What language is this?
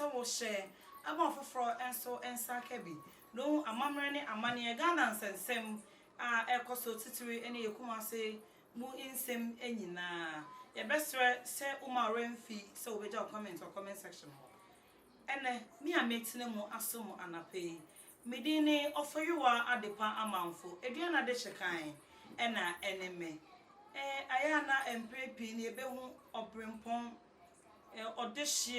Akan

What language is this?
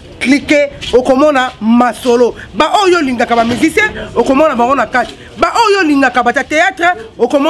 Lingala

